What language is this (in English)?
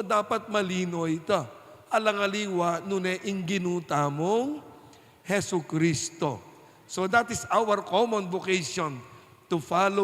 Pampanga